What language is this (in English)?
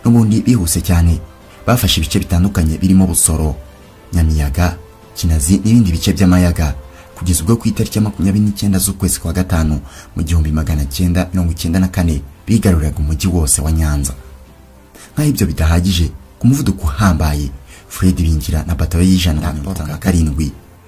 Kinyarwanda